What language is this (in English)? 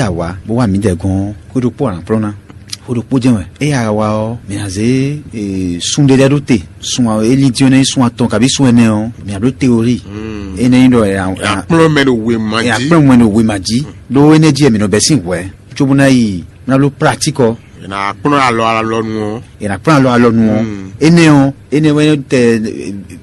Fon